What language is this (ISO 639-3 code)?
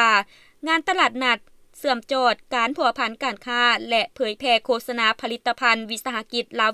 lao